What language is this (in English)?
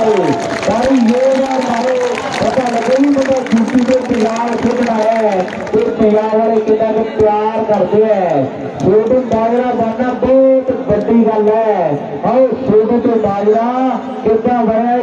Punjabi